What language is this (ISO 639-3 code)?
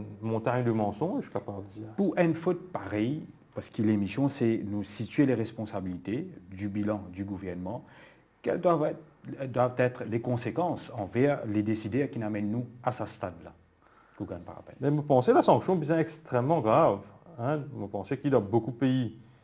mfe